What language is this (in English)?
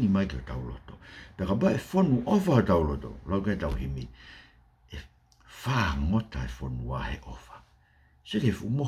Tongan